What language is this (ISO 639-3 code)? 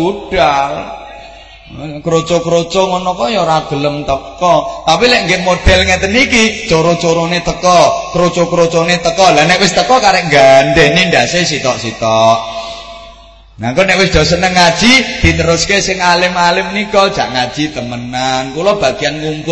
jav